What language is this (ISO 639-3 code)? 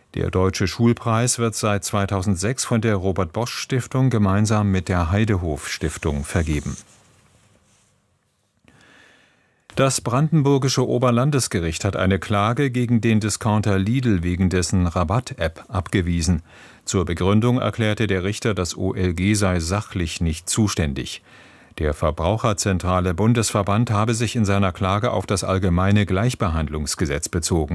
deu